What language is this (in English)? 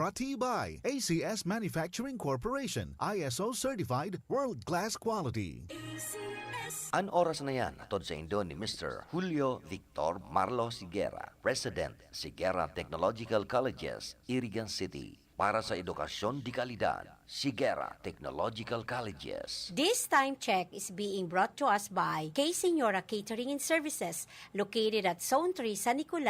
Bikol